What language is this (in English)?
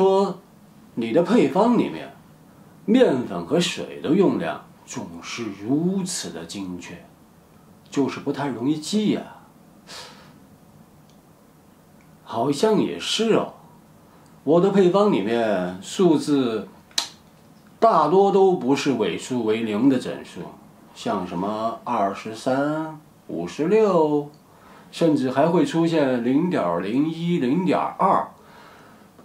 Chinese